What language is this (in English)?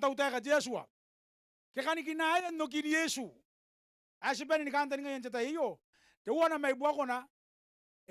Gilbertese